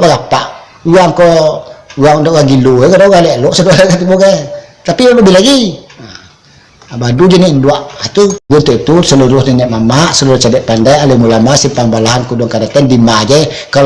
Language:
Minangkabau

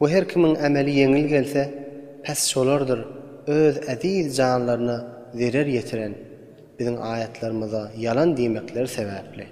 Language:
Turkmen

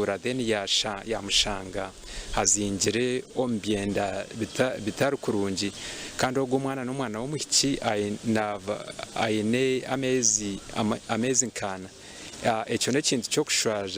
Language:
Nyankole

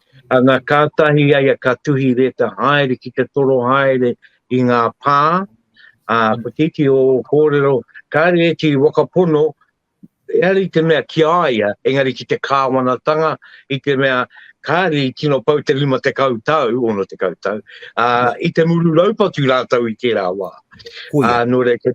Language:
Māori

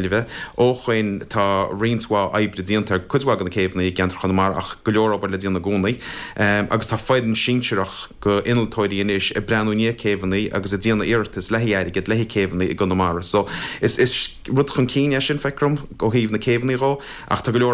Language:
Irish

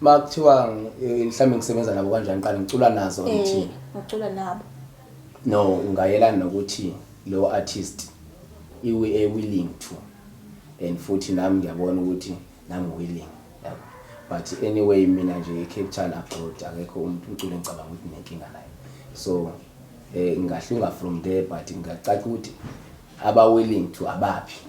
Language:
Zulu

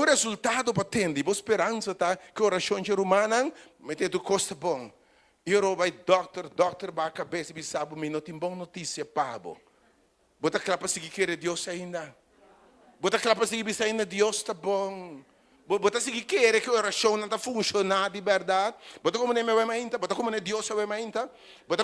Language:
Papiamento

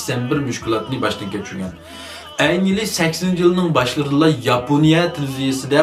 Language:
Uyghur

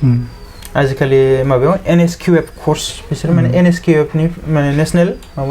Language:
Bodo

